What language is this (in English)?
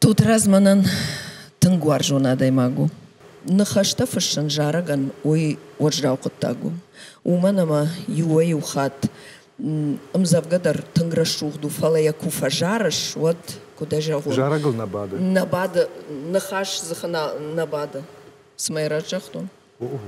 Ossetic